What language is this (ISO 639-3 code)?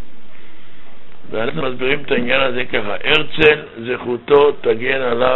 heb